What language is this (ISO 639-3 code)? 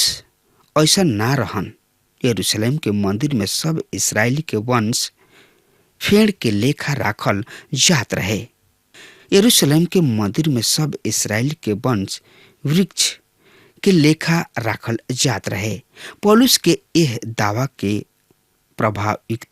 bho